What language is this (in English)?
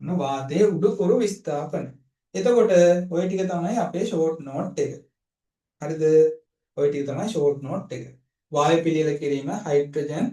Sinhala